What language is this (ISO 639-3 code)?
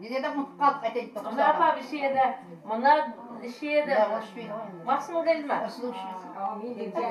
kaa